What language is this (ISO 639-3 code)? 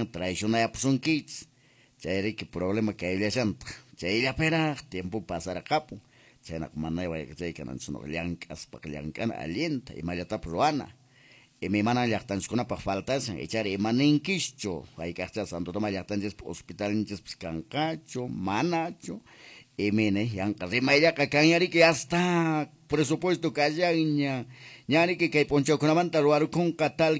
que